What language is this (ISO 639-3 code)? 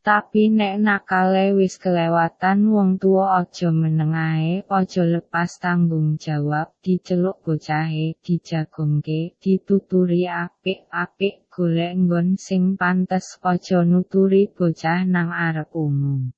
jav